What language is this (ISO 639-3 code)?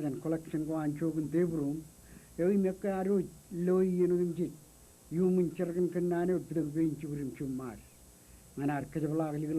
mah